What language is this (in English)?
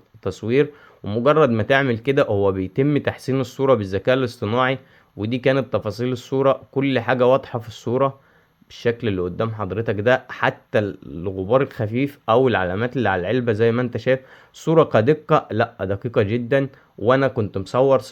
Egyptian Arabic